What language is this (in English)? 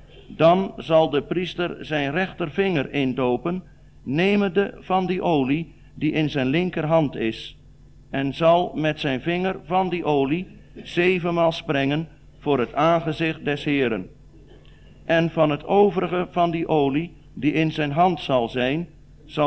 Dutch